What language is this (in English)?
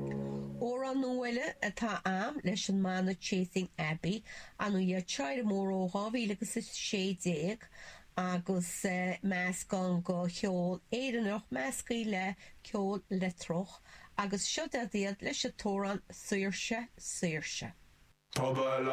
Irish